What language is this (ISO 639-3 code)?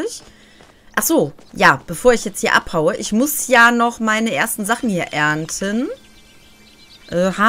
deu